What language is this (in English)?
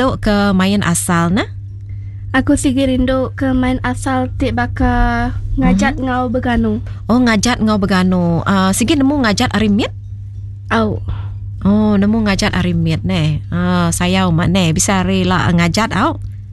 Iban